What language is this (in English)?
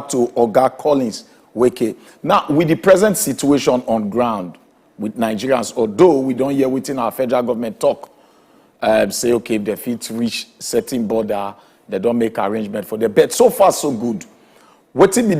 Nigerian Pidgin